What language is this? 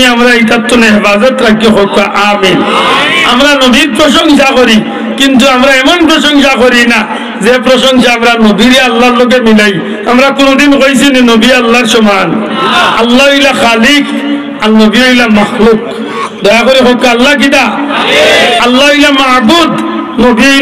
Sylheti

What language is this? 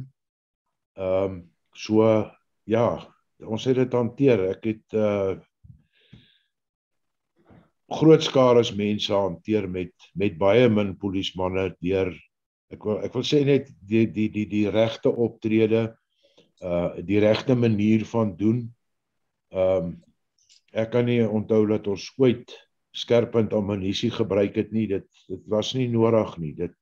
Afrikaans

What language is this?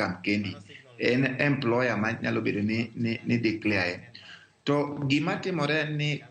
Luo (Kenya and Tanzania)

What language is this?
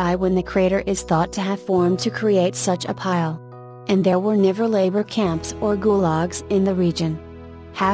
English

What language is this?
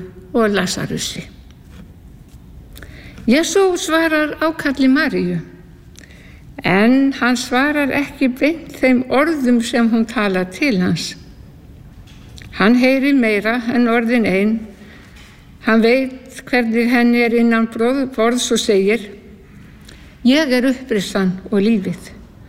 Icelandic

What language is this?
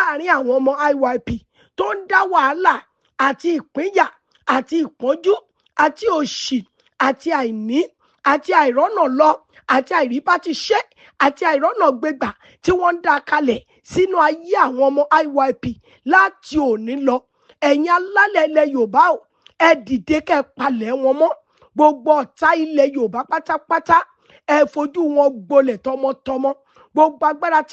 Yoruba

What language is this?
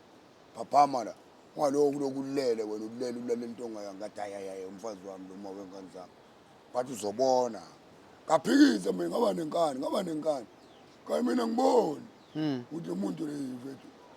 Zulu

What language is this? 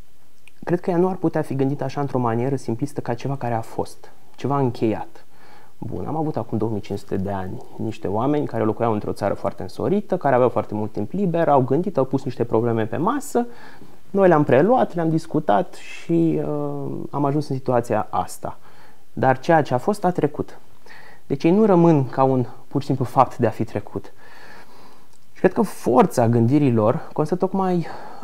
Romanian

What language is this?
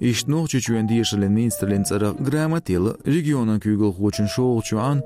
Chechen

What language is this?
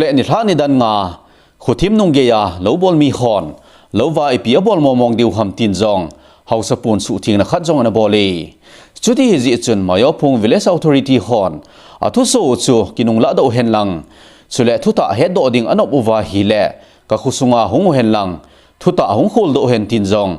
Thado Chin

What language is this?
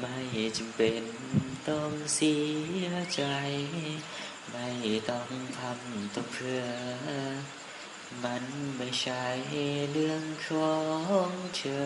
Lao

